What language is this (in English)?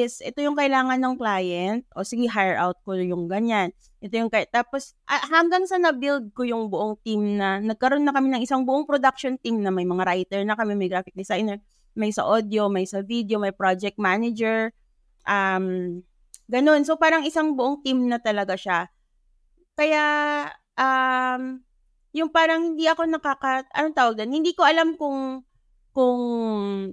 Filipino